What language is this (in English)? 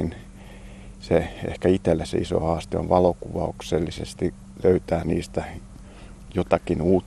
Finnish